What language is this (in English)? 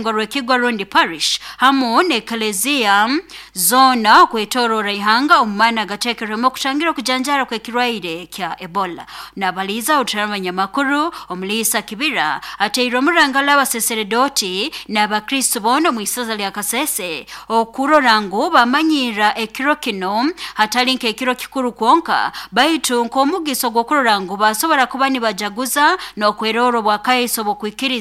Nyoro